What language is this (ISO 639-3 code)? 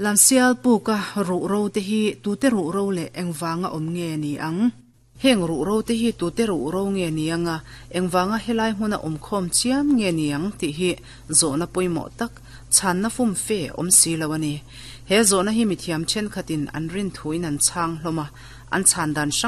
lus